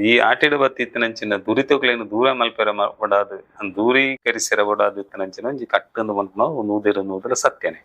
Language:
Tulu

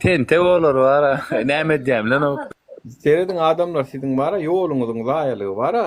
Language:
Turkmen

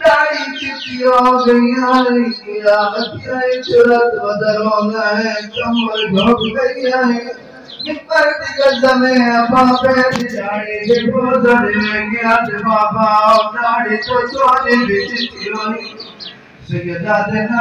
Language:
Saraiki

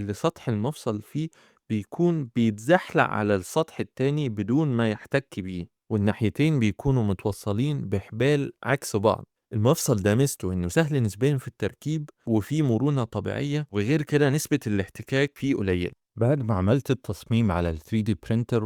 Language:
Egyptian Arabic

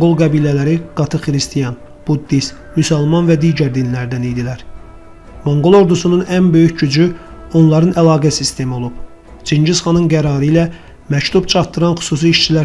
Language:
Azerbaijani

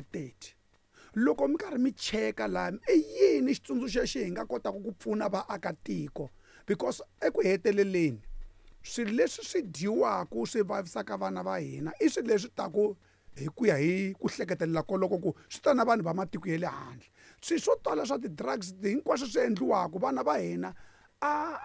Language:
Tsonga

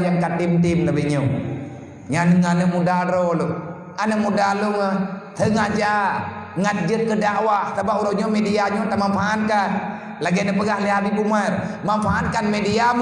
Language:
Achinese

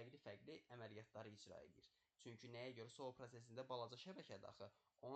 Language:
Azerbaijani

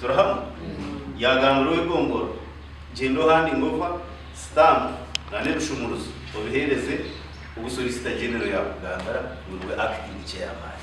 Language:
Nyankole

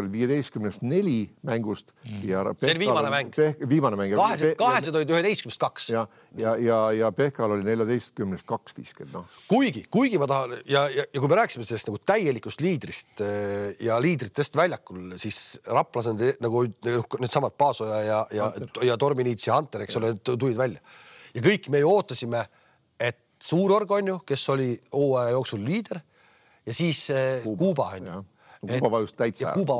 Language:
Estonian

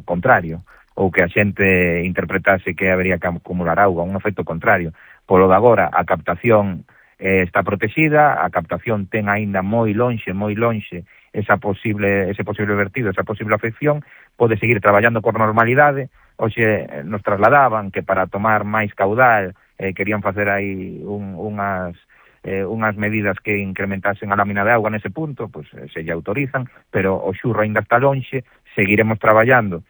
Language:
Galician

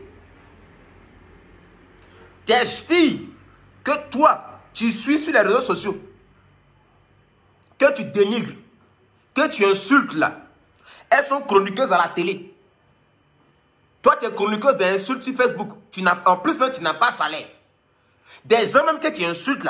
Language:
French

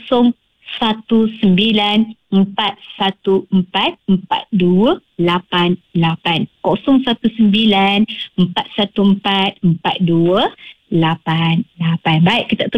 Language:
Malay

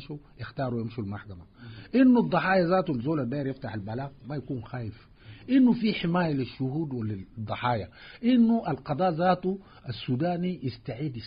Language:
Sudanese Arabic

